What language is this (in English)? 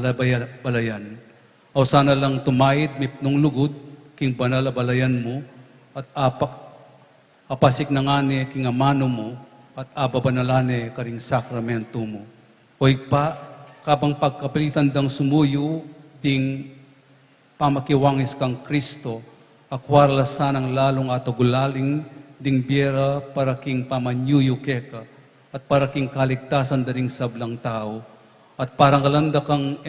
Pampanga